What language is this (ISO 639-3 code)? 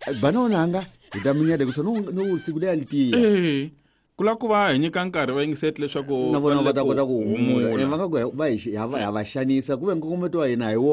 tso